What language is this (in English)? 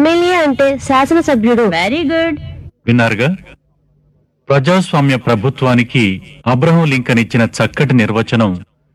Telugu